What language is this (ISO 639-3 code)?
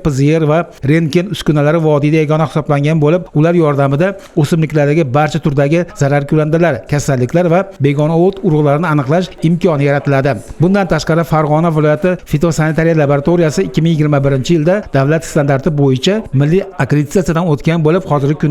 uzb